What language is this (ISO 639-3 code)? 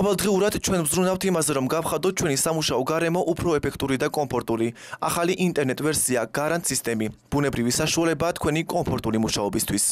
kat